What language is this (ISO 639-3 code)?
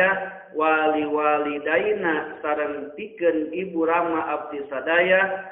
sun